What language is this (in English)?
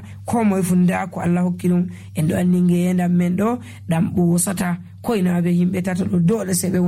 Nigerian Fulfulde